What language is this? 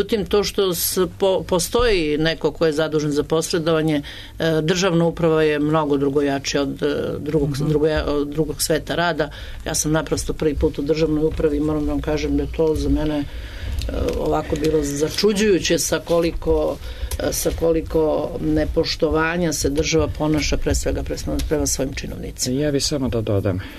Serbian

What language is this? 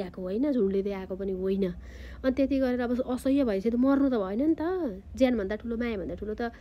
Nepali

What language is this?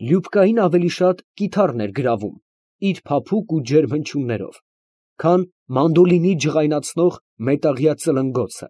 Armenian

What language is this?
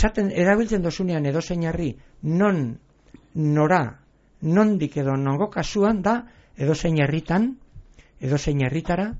Basque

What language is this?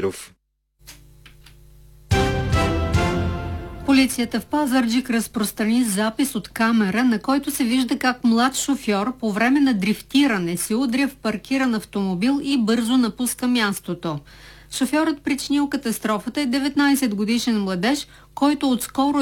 Bulgarian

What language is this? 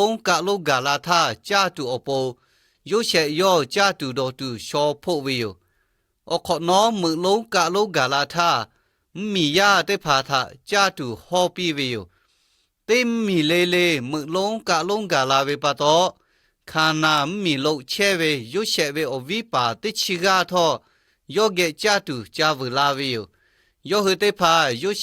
Lahu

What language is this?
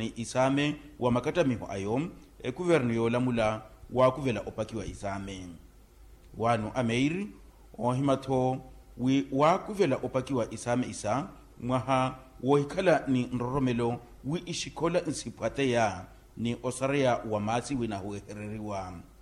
Makhuwa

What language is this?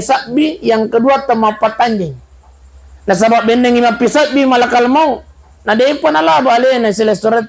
Buginese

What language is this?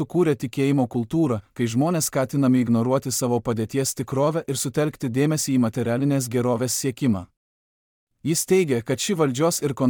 Lithuanian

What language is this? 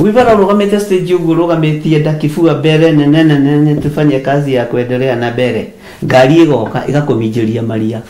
Kikuyu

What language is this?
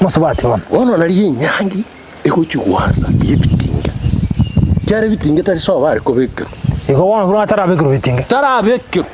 Gusii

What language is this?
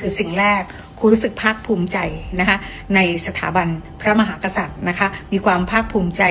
Thai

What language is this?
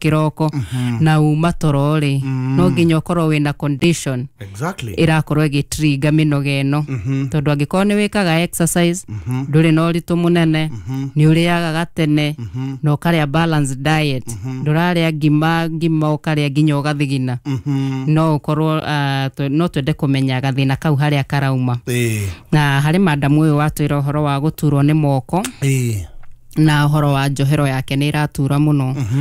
Kikuyu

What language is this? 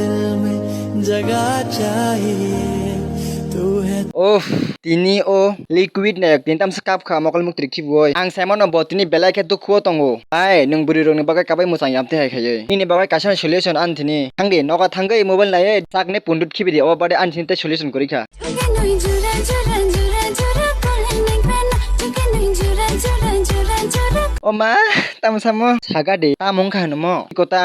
Kok Borok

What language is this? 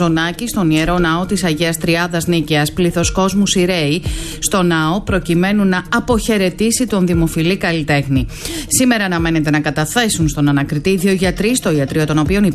Greek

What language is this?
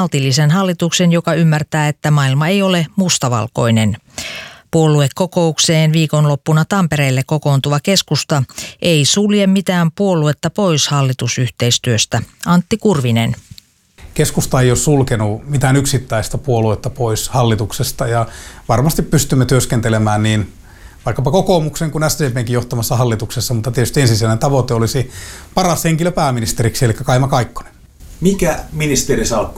Finnish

